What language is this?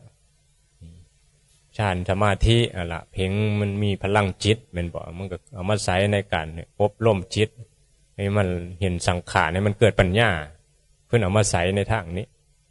Northeastern Thai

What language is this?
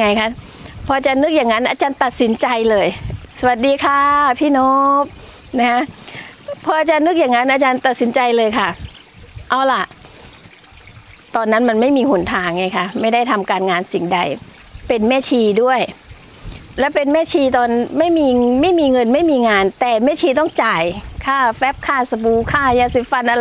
Thai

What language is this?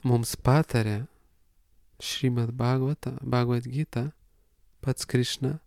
Lithuanian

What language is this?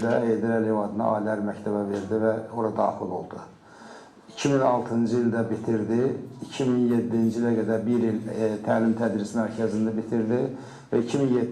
Azerbaijani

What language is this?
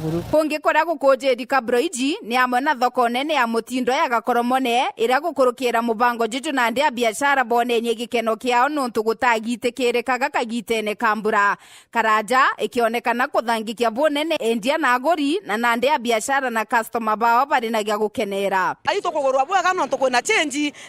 Meru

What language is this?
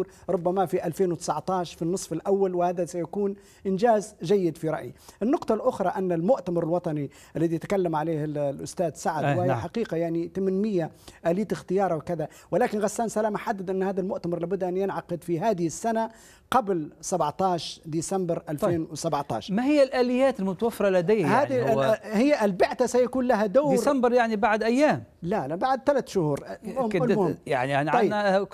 Arabic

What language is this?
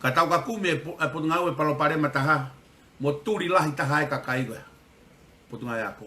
Tongan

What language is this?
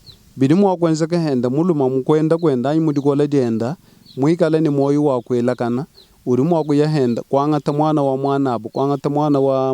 Luba-Lulua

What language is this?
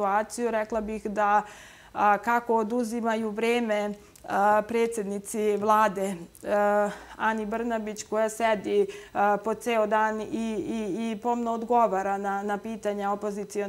Serbian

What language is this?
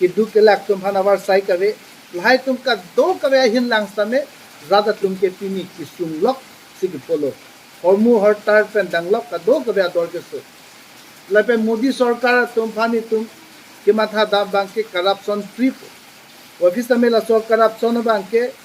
Karbi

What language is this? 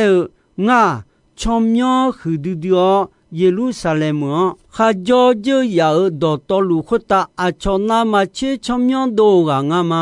Akha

